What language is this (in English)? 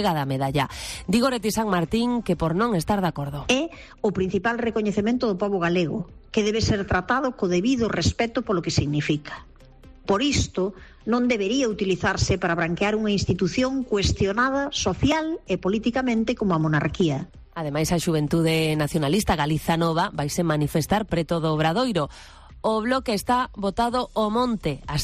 Galician